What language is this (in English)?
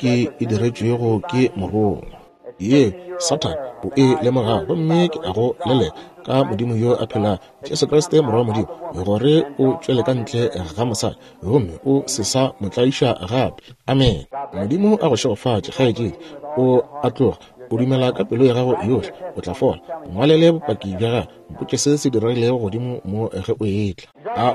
Northern Sotho